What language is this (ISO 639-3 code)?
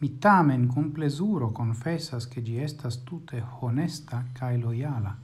epo